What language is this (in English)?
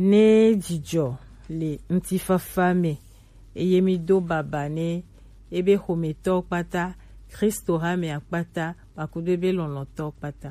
Gen